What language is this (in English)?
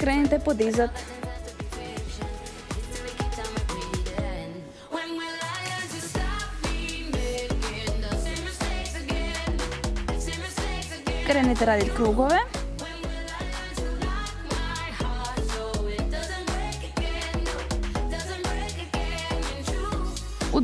Croatian